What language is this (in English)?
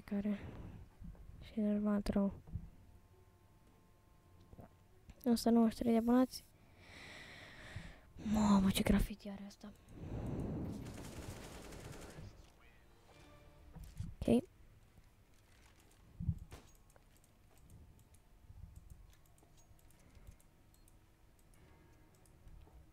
Romanian